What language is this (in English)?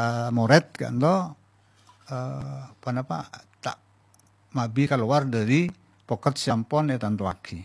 Madurese